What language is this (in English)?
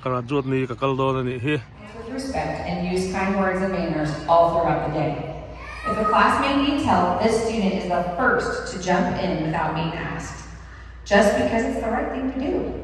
Mizo